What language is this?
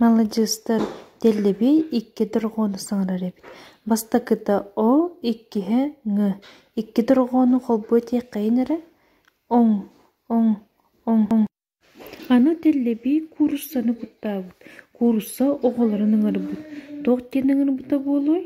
Yakut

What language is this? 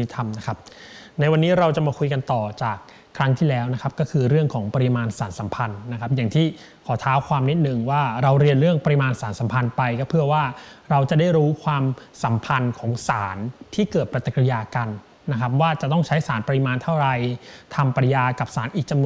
Thai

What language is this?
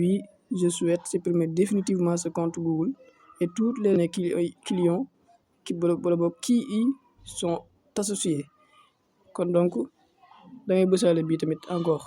Wolof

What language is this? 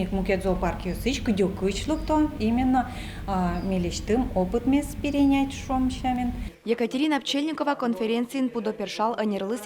Udmurt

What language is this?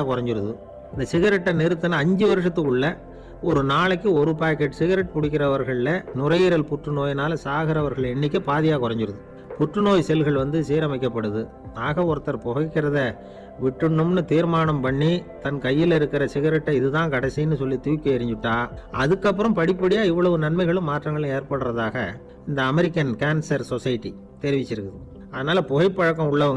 Tamil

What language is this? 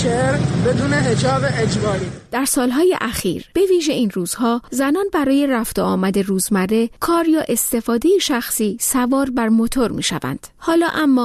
Persian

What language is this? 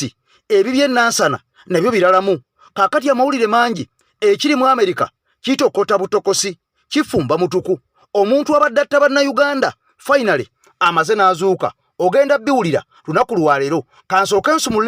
Ganda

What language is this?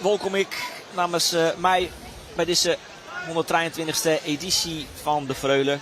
Western Frisian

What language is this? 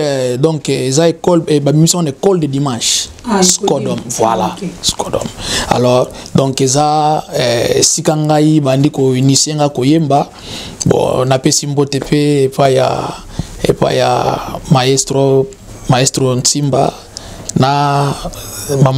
Lingala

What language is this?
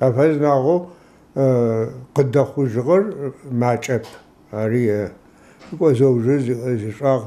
Adyghe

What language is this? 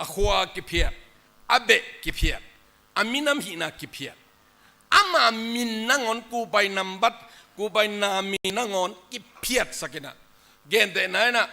Tedim Chin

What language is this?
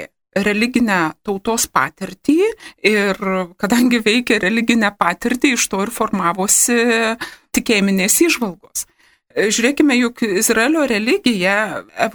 Lithuanian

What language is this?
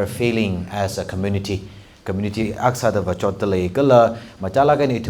Tangkhul Naga (India)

